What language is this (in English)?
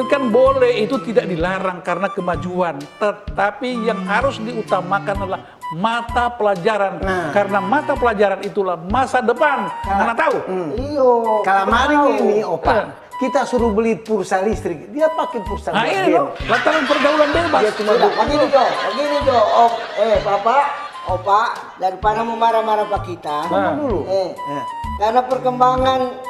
Manado Malay